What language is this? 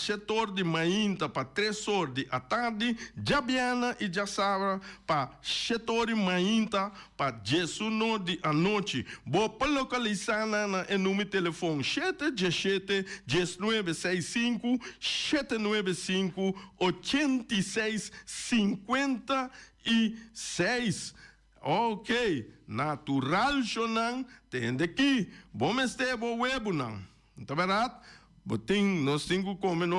Papiamento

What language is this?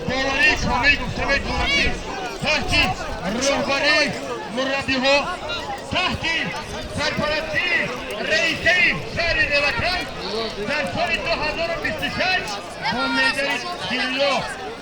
Tajik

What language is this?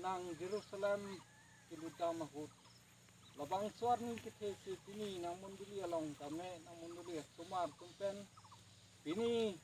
Karbi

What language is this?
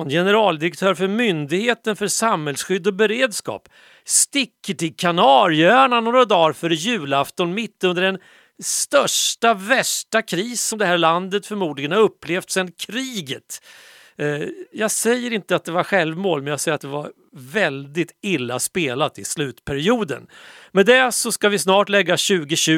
Swedish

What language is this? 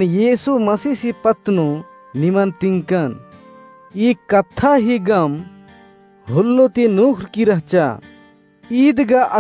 Kurukh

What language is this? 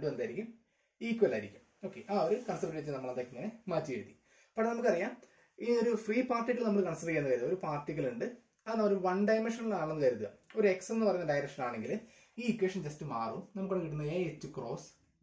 Malayalam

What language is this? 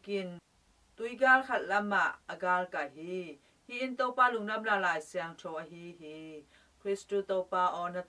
Tedim Chin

